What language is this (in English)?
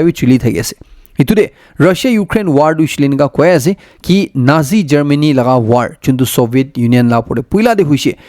Naga Pidgin